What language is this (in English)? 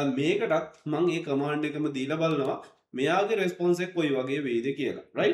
Sinhala